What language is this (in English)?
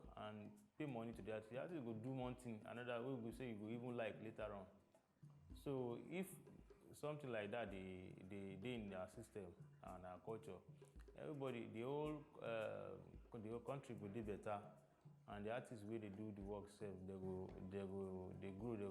Nigerian Pidgin